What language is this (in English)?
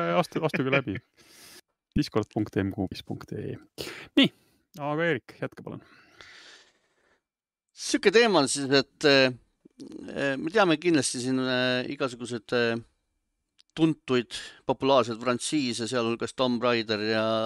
Estonian